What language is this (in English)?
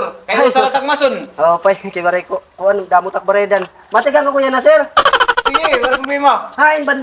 Waray